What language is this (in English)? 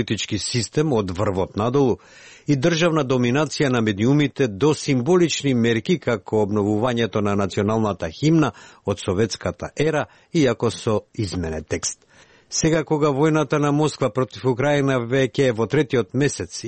Macedonian